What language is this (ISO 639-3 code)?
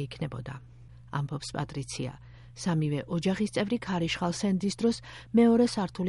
kat